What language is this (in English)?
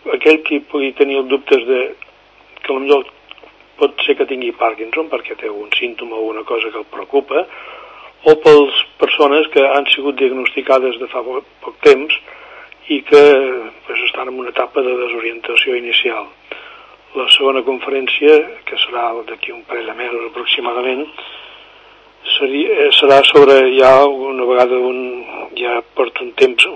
Catalan